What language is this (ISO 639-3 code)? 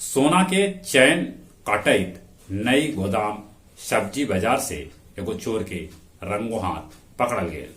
mag